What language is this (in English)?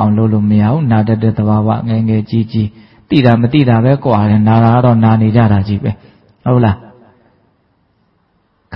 Burmese